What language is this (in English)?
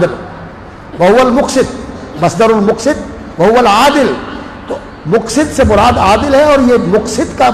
Urdu